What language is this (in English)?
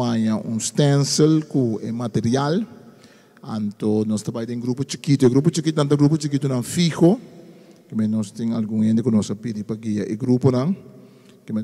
Papiamento